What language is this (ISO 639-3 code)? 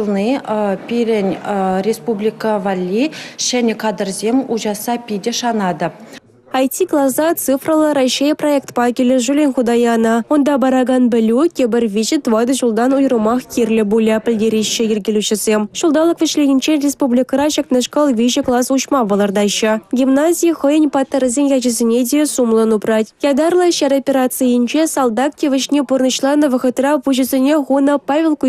chv